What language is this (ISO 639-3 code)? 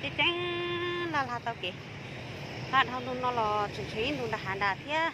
hmn